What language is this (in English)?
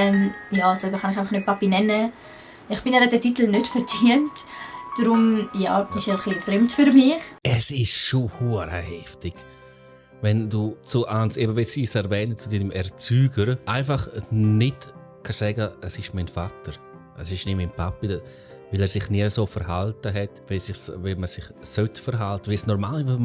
Swiss German